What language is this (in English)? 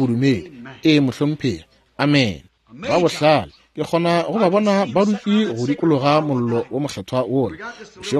Northern Sotho